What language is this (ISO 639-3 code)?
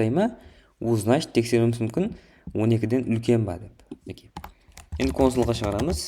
kaa